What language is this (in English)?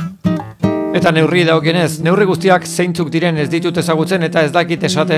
Basque